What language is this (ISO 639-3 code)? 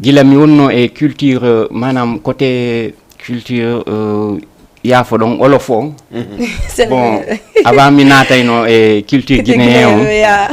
ful